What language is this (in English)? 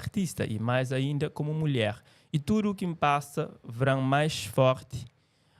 Kabuverdianu